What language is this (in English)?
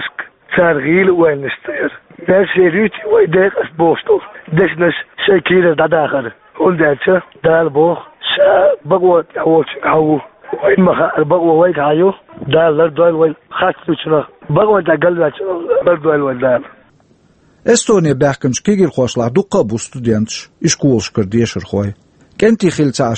Chechen